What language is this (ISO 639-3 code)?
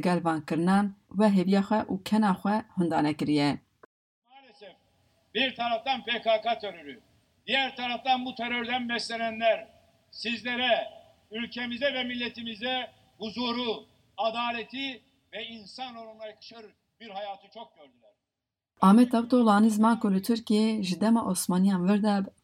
kur